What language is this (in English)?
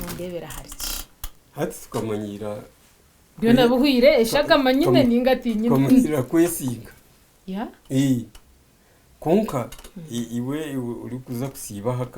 Nyankole